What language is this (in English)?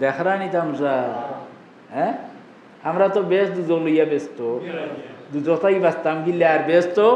Sylheti